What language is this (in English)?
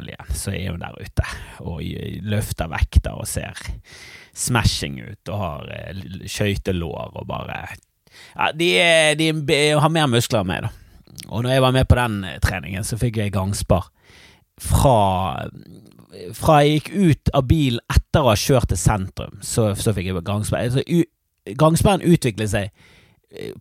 Norwegian